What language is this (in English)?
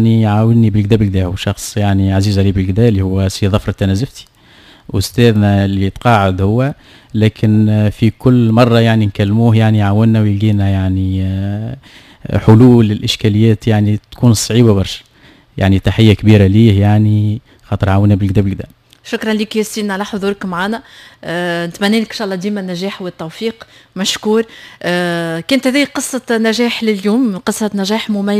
Tunisian Arabic